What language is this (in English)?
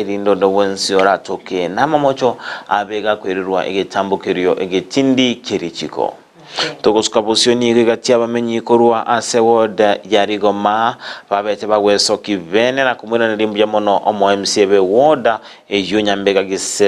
Gusii